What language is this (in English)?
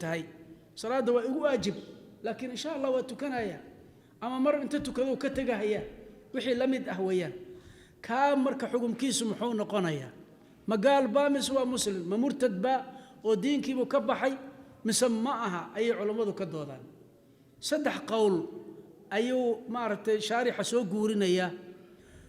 Somali